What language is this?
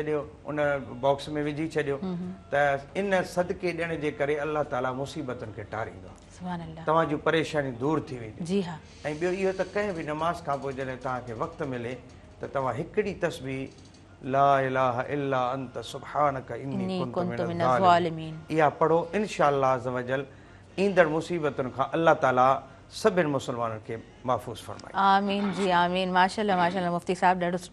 Sindhi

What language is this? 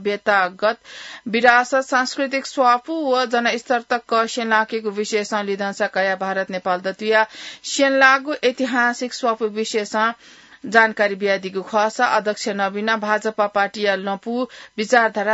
Newari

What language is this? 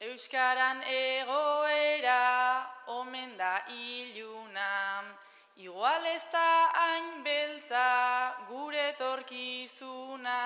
Basque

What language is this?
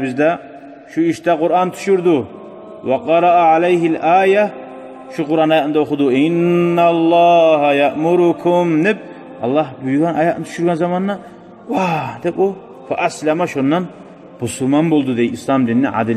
Kumyk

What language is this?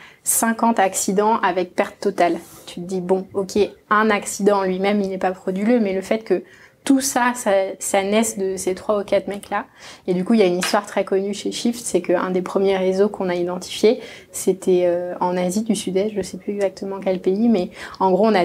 French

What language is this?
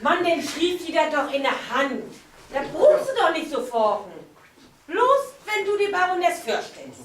Low German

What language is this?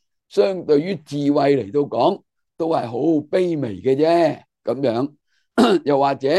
Cantonese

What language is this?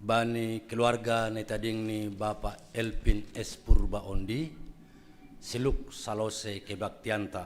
Batak Simalungun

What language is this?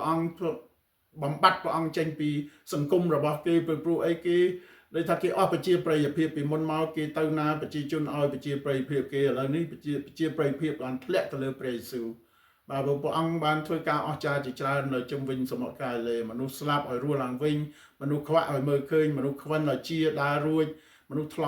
Khmer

